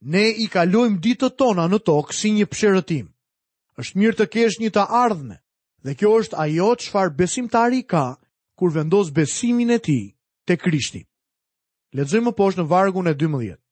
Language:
Albanian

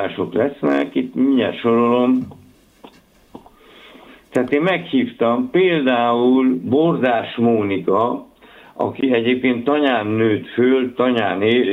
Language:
Hungarian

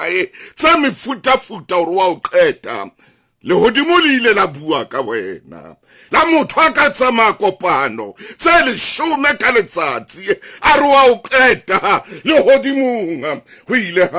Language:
Southern Sotho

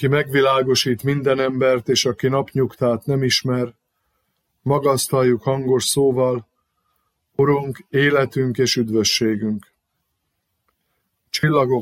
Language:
Hungarian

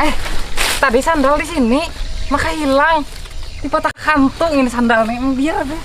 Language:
Banjar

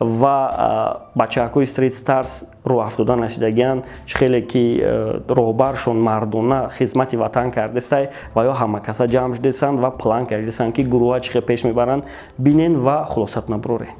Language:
Tajik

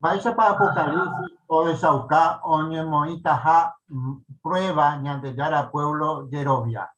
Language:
Guarani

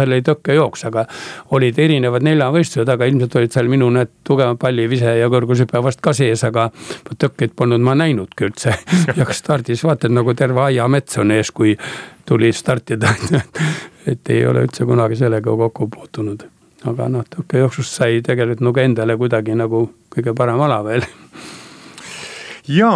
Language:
Estonian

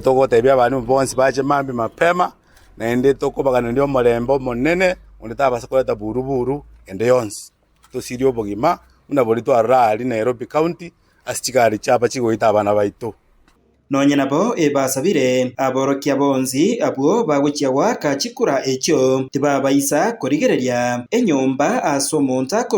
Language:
Gusii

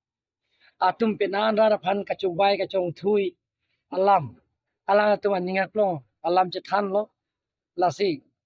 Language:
Karbi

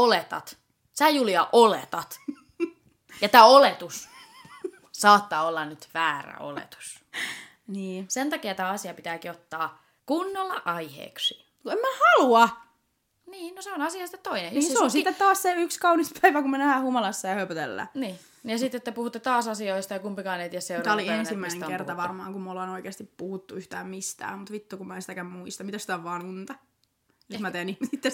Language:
Finnish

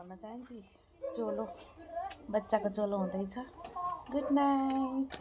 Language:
Nepali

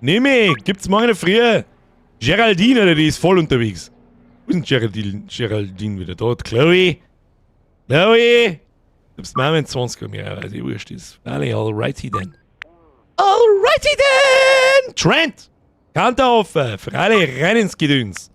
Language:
Bavarian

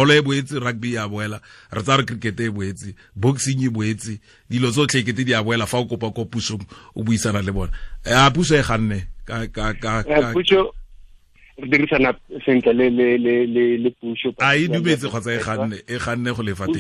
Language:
Tswana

